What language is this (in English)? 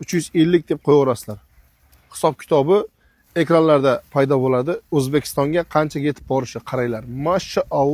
Uzbek